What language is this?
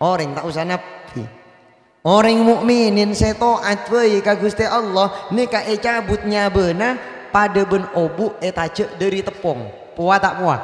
Madurese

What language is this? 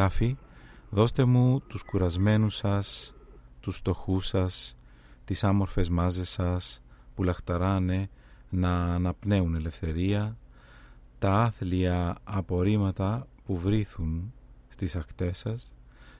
Greek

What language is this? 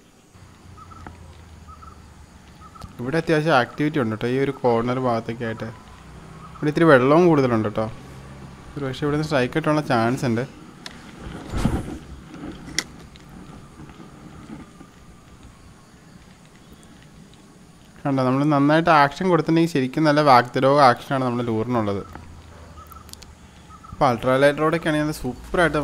Malayalam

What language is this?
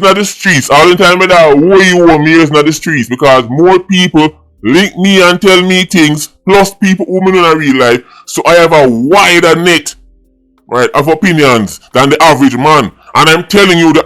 Jamaican Creole English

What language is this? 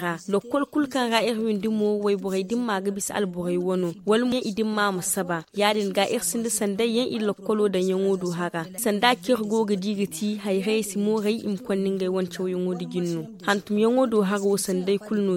Zarma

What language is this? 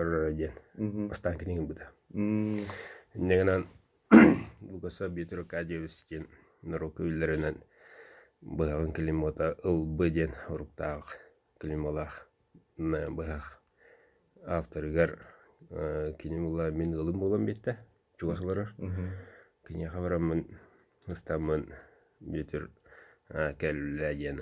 Yakut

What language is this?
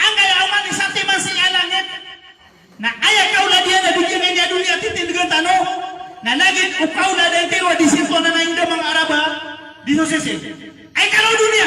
Maranao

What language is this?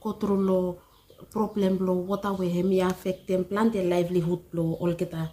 Bislama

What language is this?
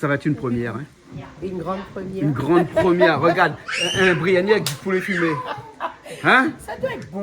Réunion Creole French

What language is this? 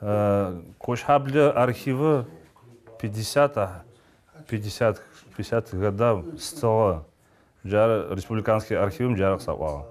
Adyghe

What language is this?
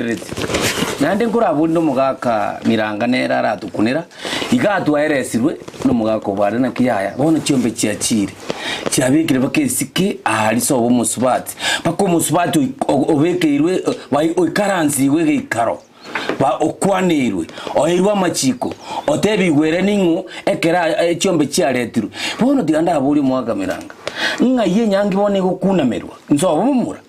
Gusii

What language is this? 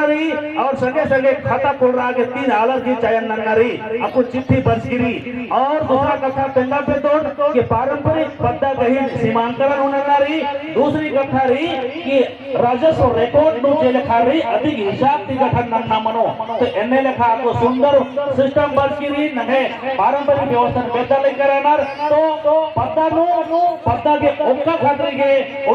Kurukh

